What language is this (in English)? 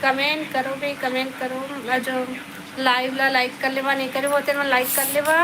Chhattisgarhi